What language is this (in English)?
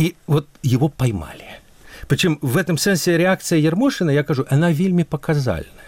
Belarusian